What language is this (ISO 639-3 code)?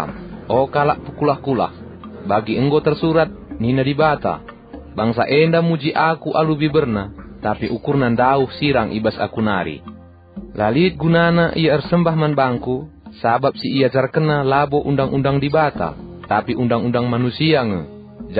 btx